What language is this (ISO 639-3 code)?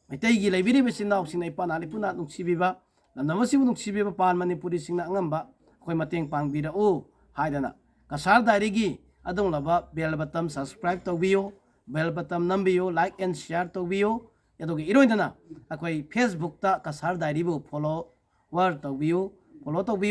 mni